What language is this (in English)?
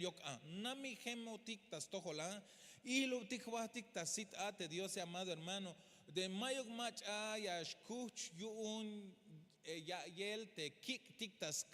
Tzeltal